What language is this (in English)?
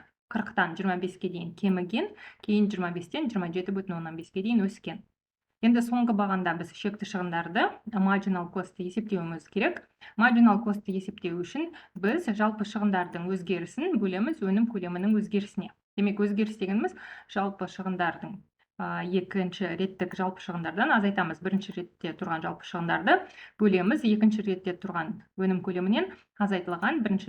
Kazakh